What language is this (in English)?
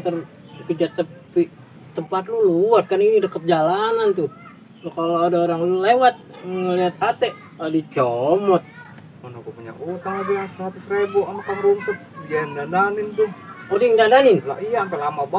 Betawi